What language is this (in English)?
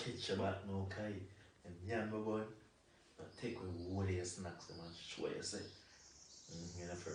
Jamaican Creole English